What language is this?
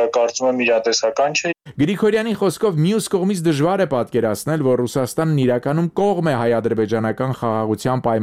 Armenian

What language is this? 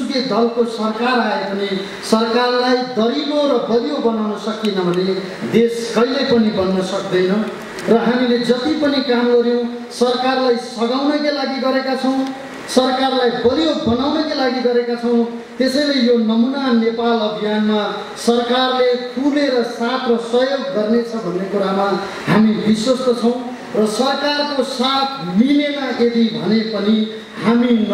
Nepali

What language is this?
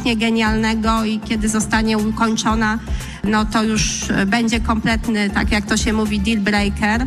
Polish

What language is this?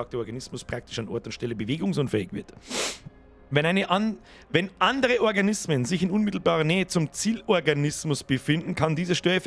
Bavarian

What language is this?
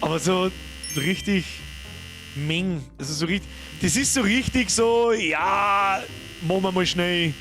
Bavarian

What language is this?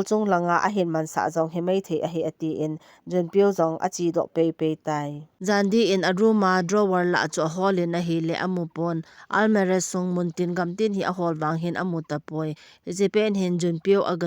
Thado Chin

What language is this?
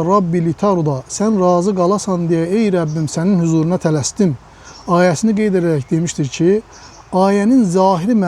Azerbaijani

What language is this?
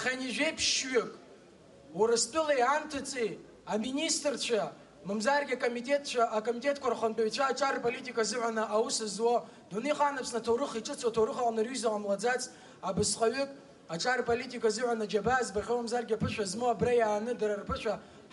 Abkhazian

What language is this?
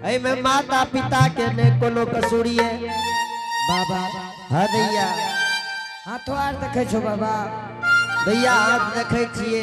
Angika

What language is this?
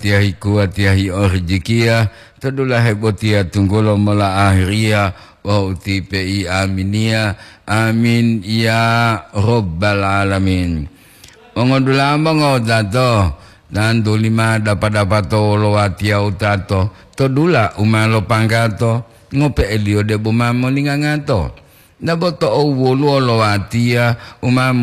Gorontalo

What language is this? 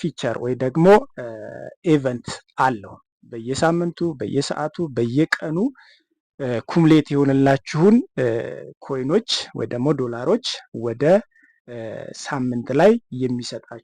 Amharic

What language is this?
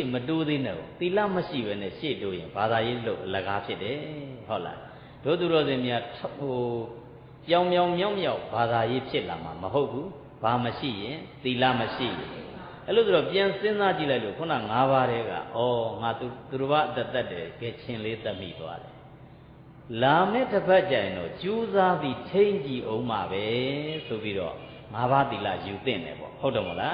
Burmese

